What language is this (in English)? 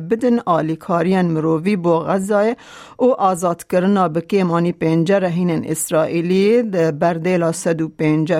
Kurdish